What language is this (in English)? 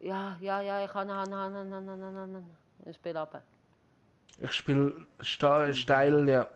Swiss German